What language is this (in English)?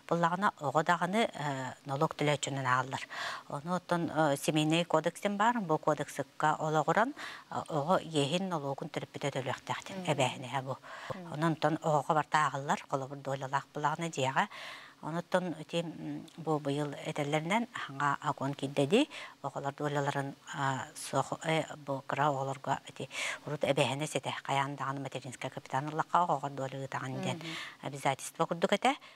Yakut